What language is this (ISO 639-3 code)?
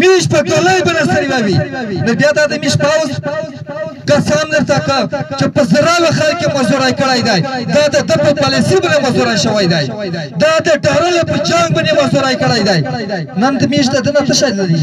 pus